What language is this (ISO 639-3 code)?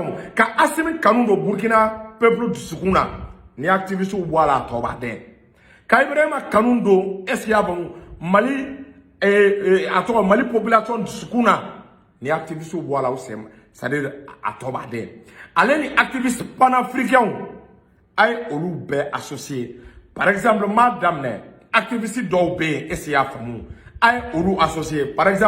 bam